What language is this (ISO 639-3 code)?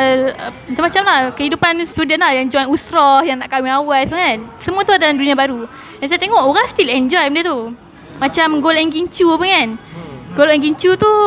msa